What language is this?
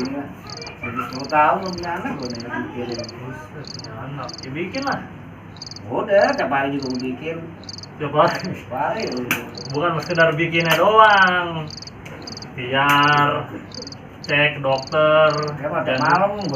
Betawi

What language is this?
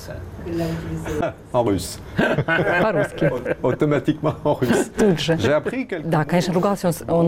Russian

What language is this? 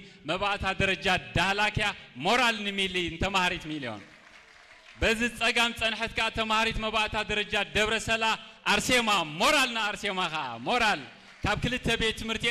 Tigrinya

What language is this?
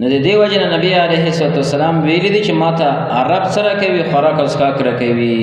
Pashto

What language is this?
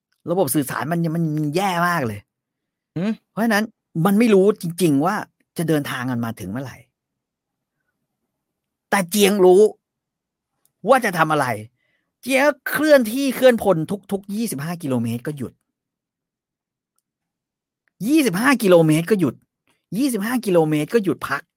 Thai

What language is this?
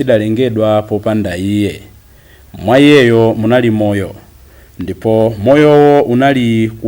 Nyanja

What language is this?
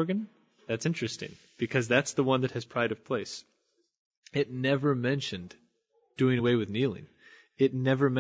English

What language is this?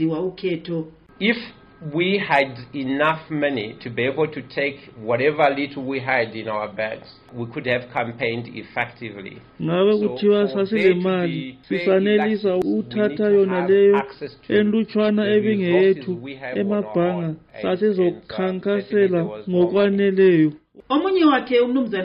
North Ndebele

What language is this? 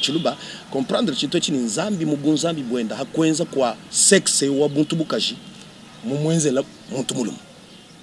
Luba-Lulua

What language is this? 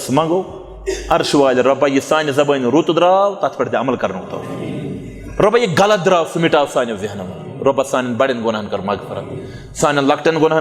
Kashmiri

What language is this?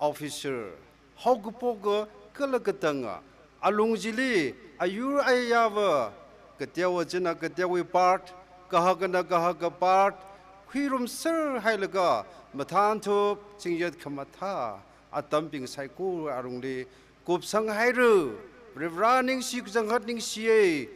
Tangkhul Naga (India)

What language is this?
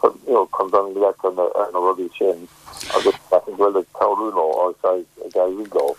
Irish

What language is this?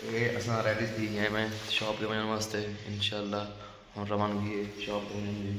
Saraiki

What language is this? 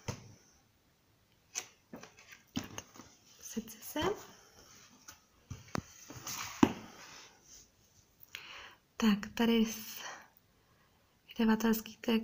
Czech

